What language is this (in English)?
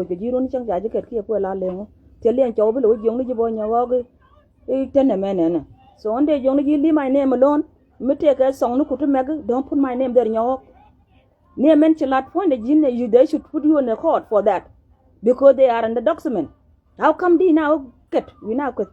Nuer